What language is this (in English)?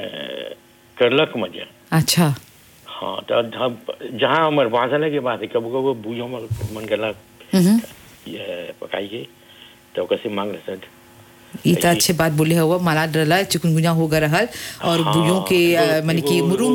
Bhojpuri